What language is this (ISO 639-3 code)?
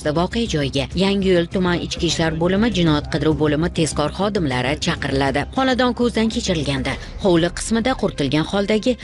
uzb